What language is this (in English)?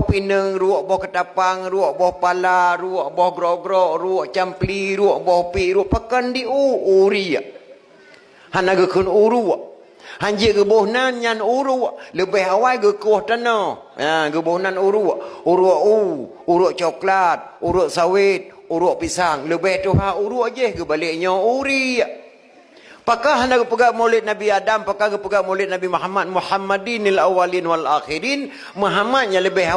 Achinese